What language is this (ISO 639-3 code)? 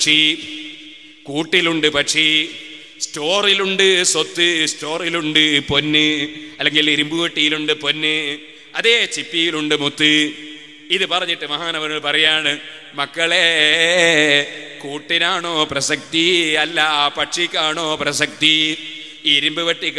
mal